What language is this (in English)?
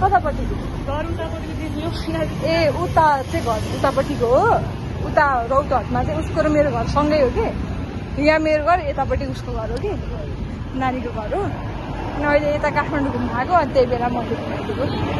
Nepali